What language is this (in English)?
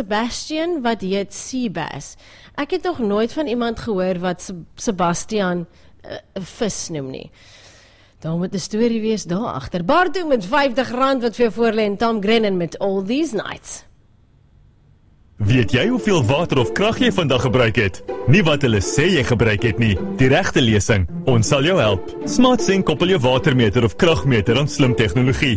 Afrikaans